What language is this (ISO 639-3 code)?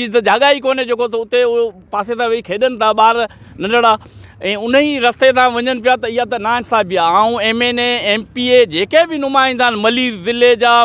snd